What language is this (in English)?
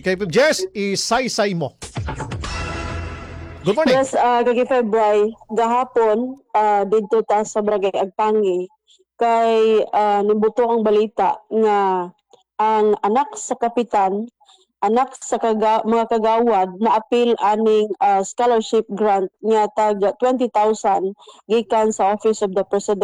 Cebuano